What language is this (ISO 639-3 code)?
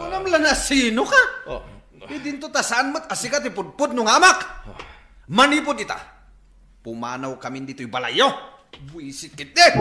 ilo